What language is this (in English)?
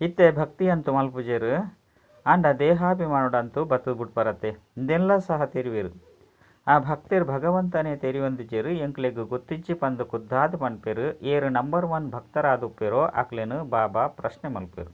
Tulu